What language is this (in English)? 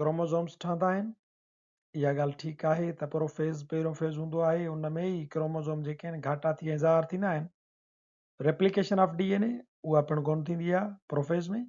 Sindhi